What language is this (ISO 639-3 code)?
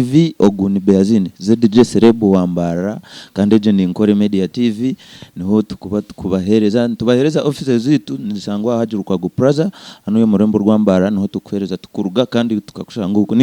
nyn